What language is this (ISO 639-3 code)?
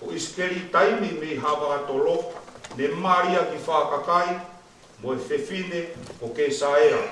ton